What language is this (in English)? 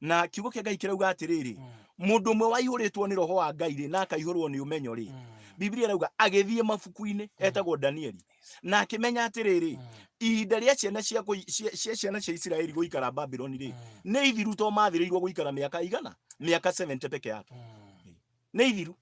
Kikuyu